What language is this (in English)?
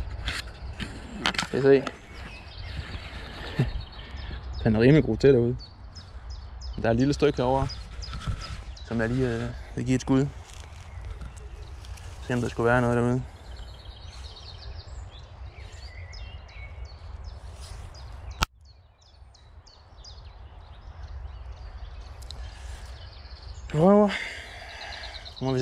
Danish